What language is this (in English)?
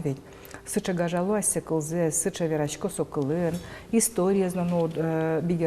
Udmurt